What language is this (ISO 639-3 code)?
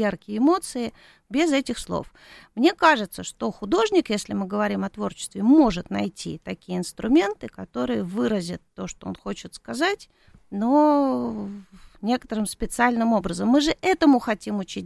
rus